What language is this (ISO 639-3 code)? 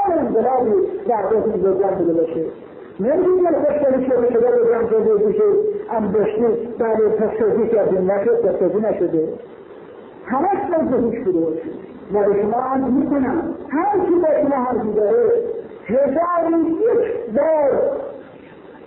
fas